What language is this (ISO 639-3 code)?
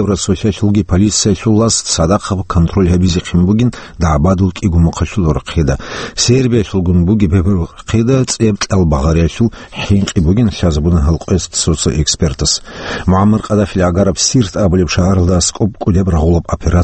ava